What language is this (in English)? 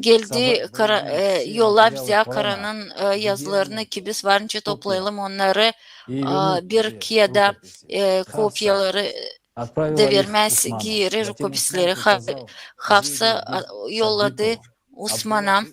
Gagauz